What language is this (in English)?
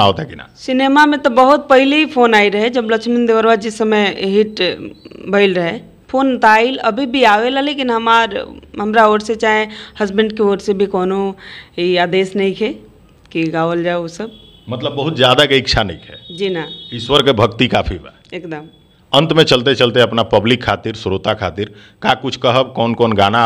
Bhojpuri